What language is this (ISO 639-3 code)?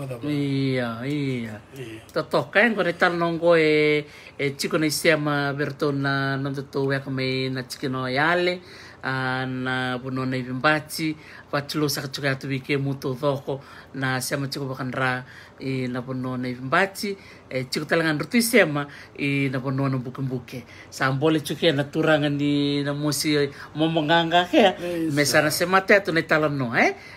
fij